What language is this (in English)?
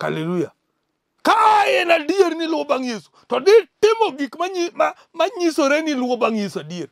Luo (Kenya and Tanzania)